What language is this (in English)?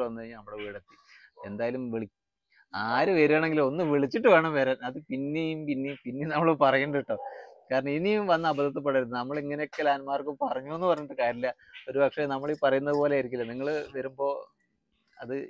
Malayalam